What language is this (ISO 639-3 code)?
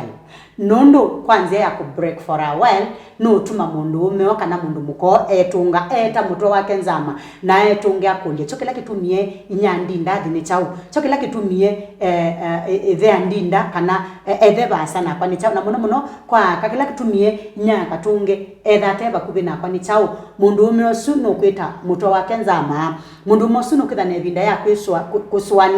kam